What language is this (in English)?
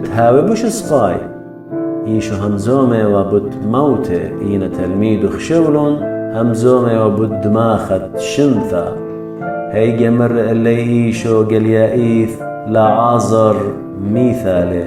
Assyrian Neo-Aramaic